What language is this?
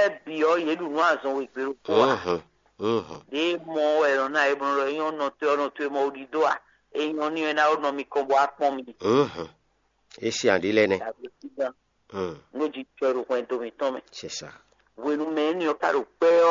Fon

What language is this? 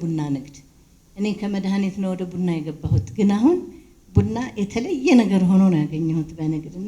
Amharic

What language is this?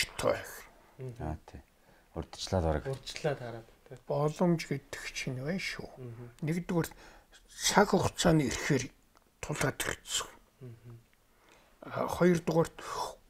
Mongolian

